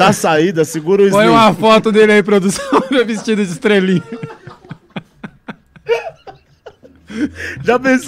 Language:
Portuguese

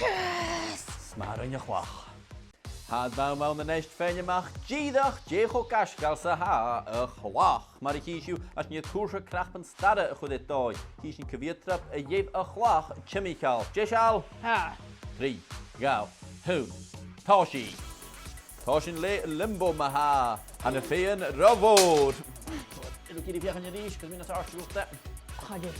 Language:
Scottish Gaelic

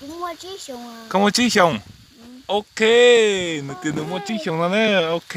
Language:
Hmong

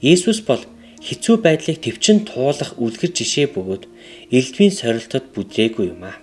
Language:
Mongolian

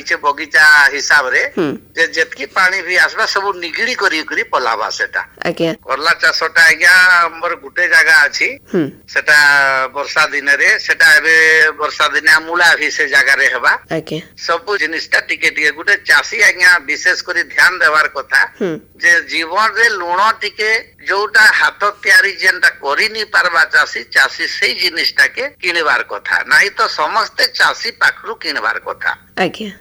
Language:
Odia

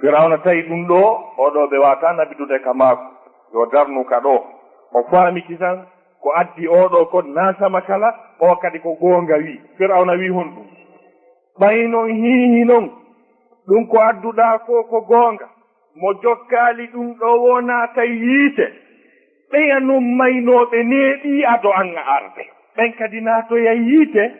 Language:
Fula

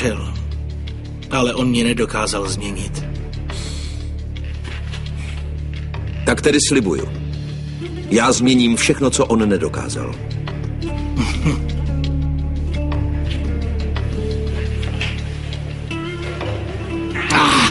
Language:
Czech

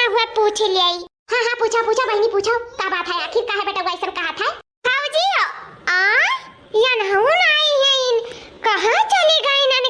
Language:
Awadhi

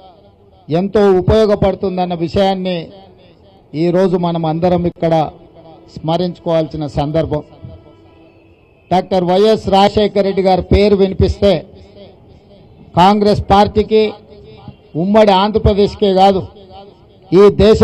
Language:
Telugu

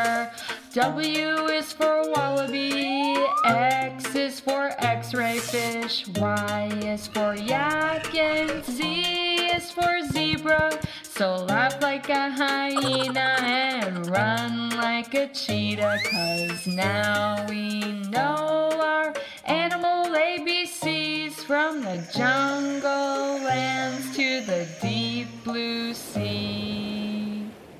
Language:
English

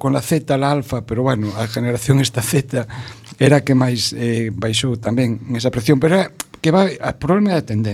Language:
Galician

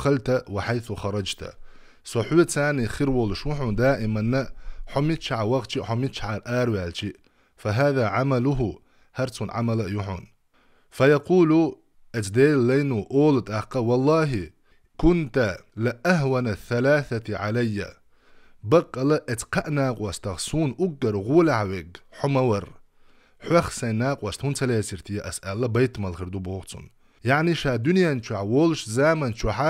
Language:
Chechen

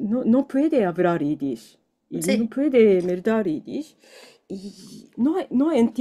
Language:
Ladino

